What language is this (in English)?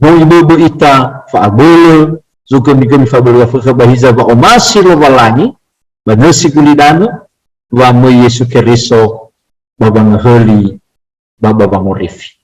Nias